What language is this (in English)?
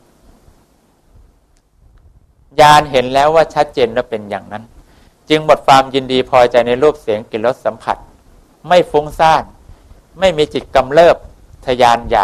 Thai